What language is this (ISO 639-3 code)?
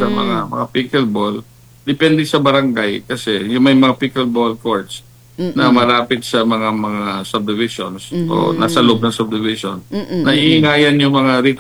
fil